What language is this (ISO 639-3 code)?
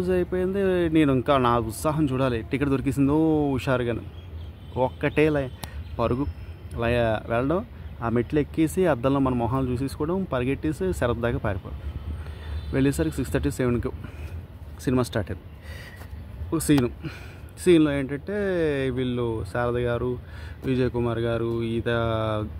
tel